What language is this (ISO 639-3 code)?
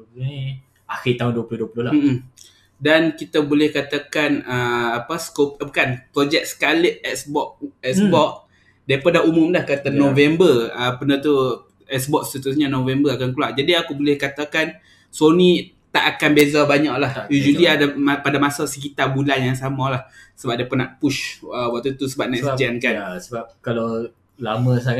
msa